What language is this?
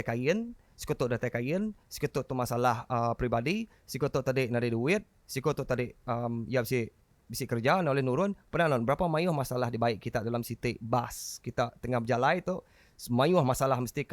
Iban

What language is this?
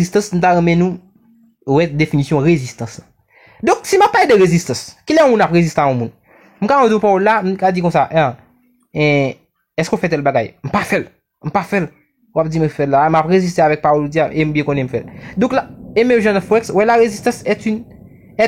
Haitian Creole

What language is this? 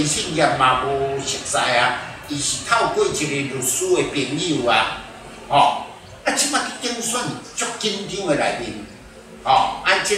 Min Nan Chinese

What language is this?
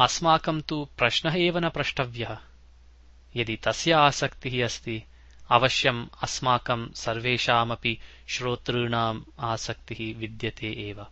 Sanskrit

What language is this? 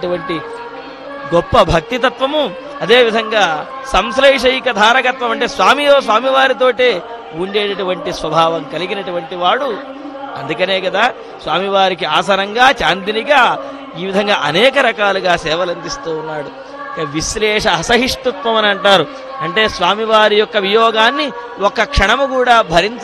Telugu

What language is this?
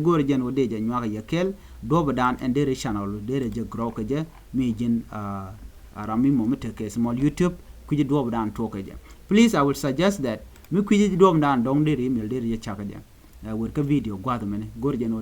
Nuer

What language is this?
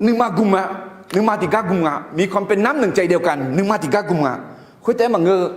Akha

